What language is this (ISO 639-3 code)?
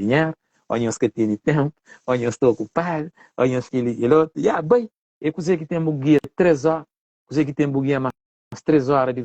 kea